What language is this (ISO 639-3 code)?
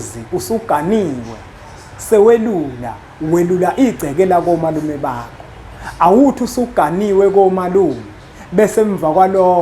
zul